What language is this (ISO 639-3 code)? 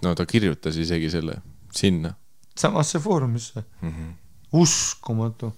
est